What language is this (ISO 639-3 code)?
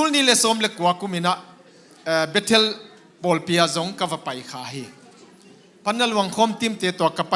ctd